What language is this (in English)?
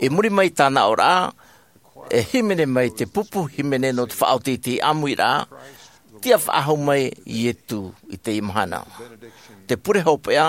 Tahitian